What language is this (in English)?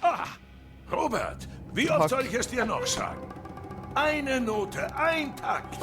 Swiss German